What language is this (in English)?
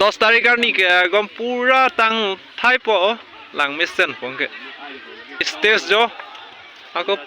Karbi